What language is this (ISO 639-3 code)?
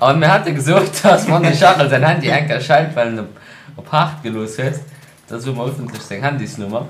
ltz